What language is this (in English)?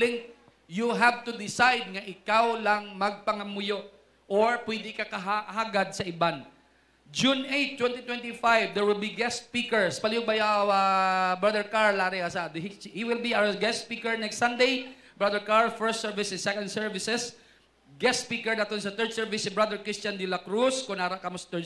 Hiligaynon